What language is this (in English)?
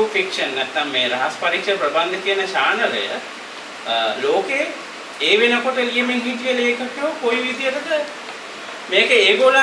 Sinhala